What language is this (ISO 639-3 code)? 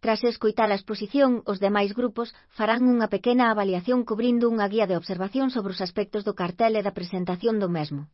glg